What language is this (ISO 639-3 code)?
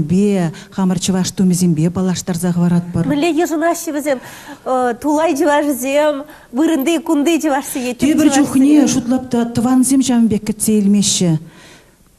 chv